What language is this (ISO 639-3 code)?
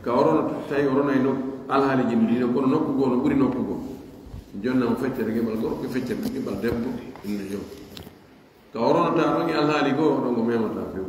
fuf